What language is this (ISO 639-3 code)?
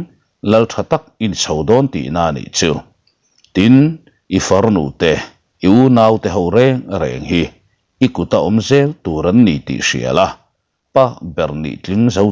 lus